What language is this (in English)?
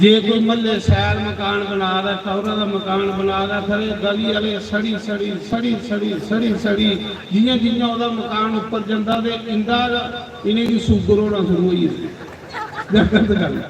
Dogri